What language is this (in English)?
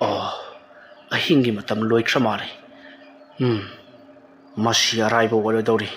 Manipuri